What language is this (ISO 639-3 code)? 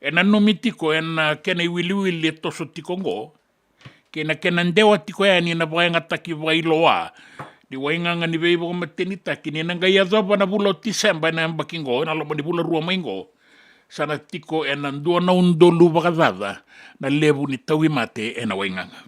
fij